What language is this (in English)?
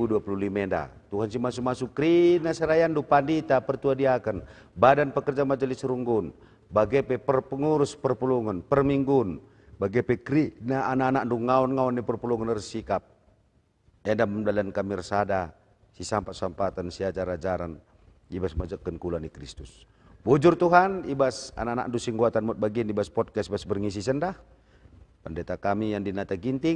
Batak Karo